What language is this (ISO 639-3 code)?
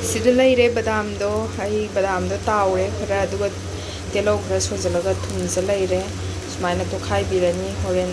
mni